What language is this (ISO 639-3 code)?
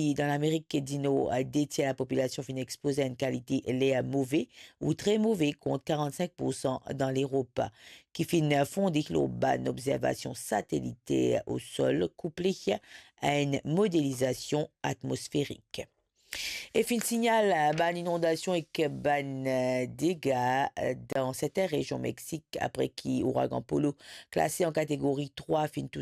mfe